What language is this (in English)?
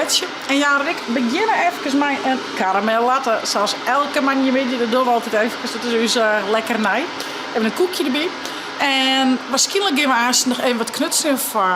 Western Frisian